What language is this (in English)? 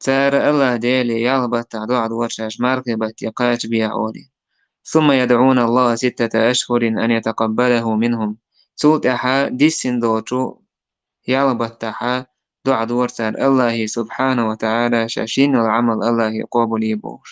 Chechen